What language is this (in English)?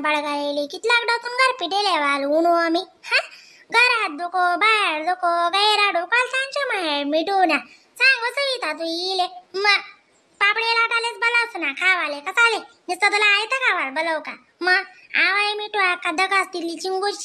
Khandesi